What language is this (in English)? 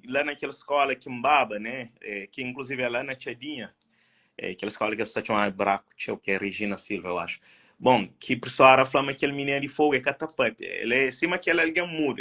Kabuverdianu